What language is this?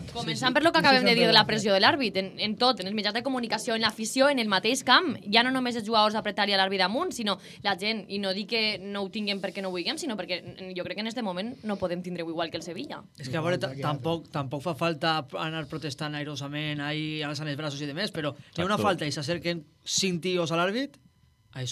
Catalan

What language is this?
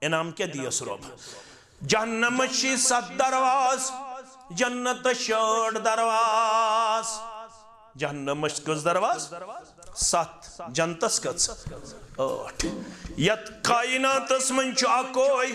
Kashmiri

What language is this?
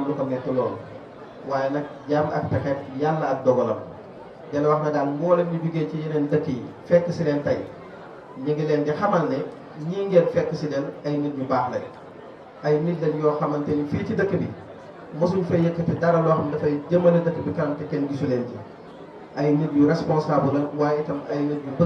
Wolof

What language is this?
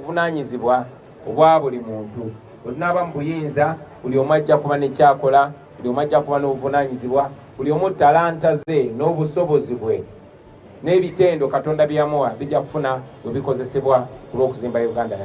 Ganda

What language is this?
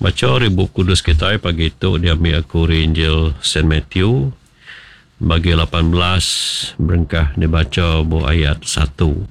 Iban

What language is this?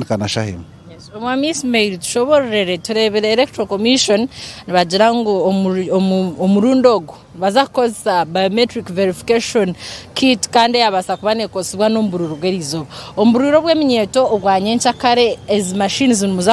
Nyankole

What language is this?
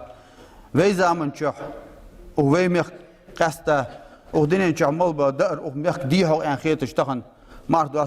Ingush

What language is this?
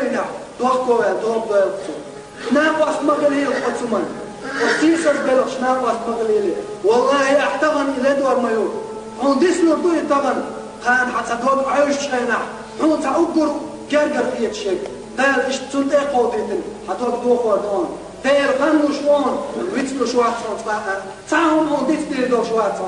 Chechen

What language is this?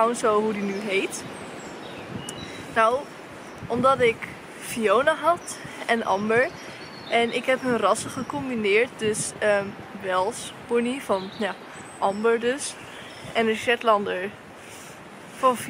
Dutch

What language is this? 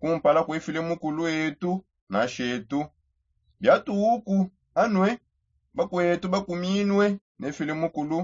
Songe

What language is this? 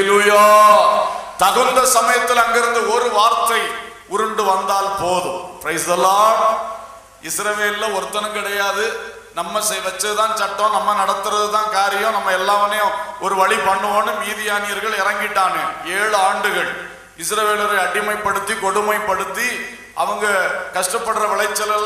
Tamil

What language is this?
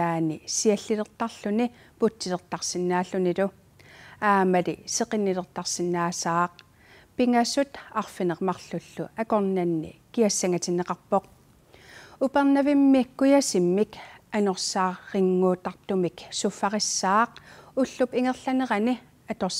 Kalaallisut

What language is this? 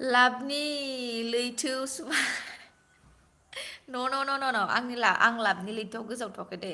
Bodo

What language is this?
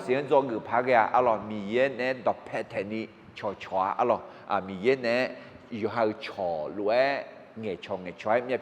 Akha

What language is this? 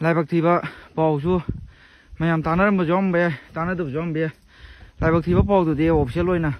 Manipuri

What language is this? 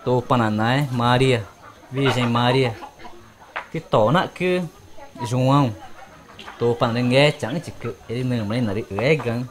Ticuna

